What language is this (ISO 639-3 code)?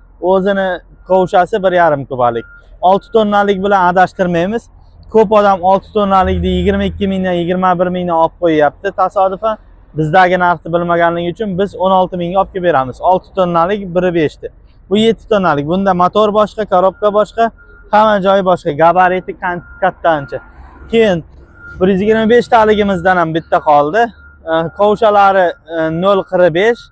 uzb